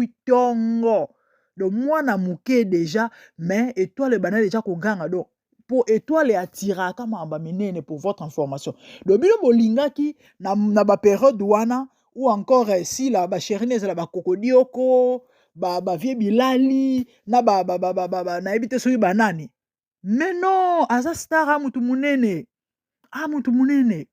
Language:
Lingala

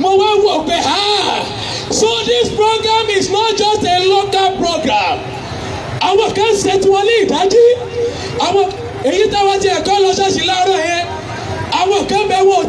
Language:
Yoruba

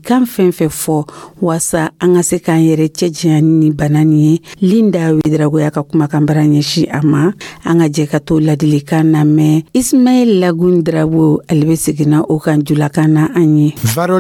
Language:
Dyula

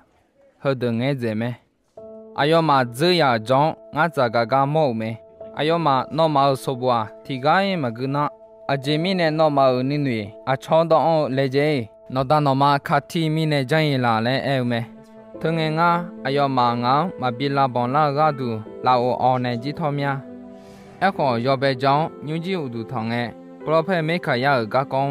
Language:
Akha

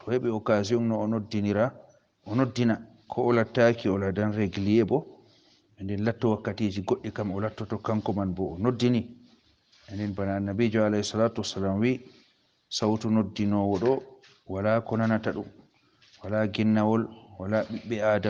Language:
Fula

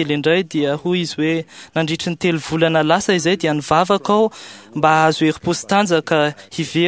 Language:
Malagasy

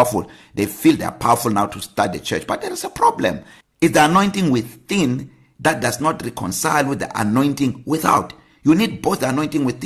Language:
English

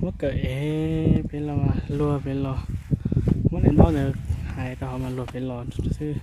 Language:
Hmong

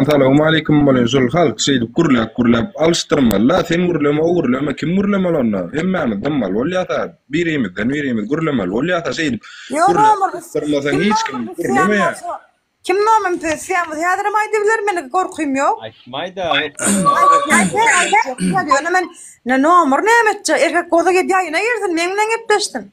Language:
Turkmen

